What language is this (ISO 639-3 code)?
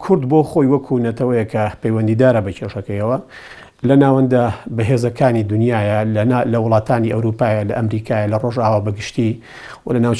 ckb